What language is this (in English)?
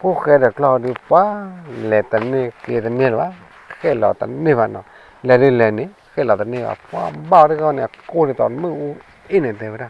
S'gaw Karen